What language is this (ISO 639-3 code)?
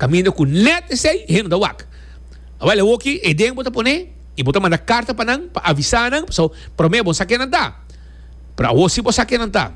pap